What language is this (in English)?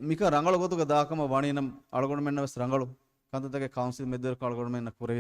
Divehi